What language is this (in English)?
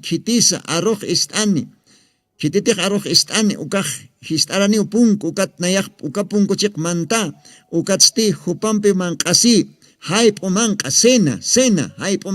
Aymara